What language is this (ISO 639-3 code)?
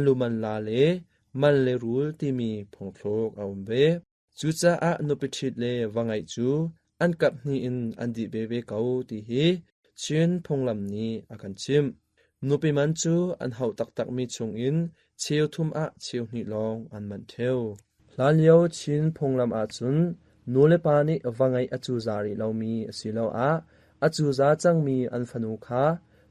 cnh